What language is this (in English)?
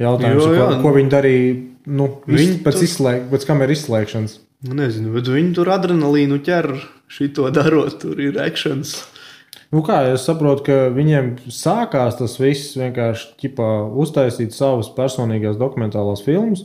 Latvian